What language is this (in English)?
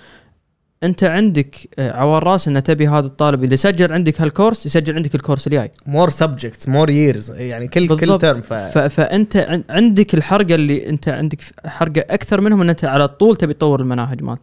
Gulf Arabic